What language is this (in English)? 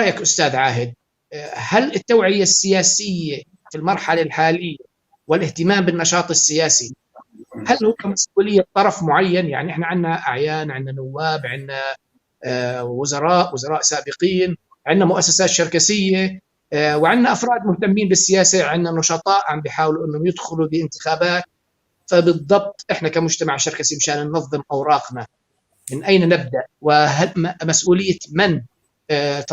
North Levantine Arabic